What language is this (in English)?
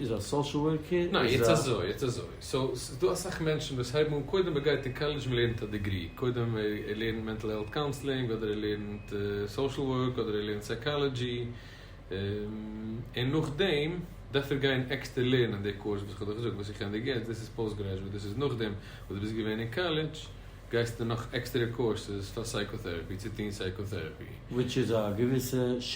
Yiddish